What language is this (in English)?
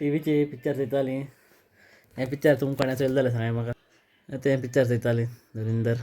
Konkani